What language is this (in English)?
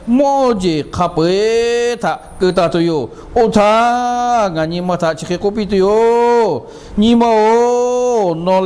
Lahu